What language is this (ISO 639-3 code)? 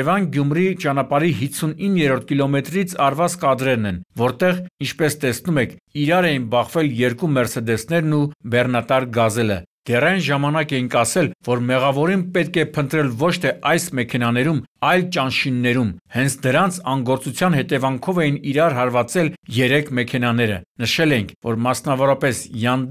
hye